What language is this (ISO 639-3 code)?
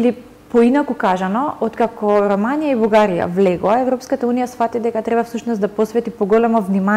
mkd